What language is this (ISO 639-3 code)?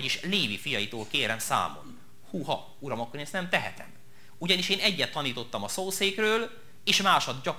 hun